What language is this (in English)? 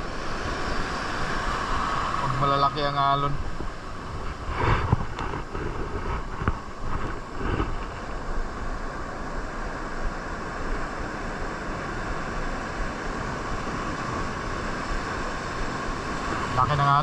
Filipino